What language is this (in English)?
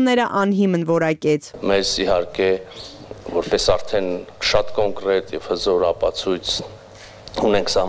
Armenian